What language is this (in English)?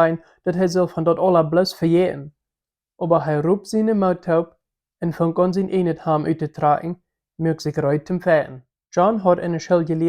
Plautdietsch